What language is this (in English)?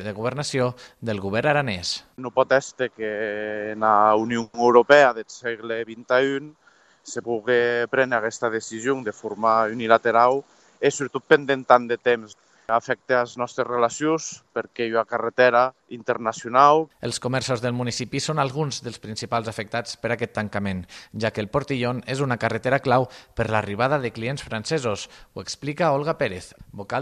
Catalan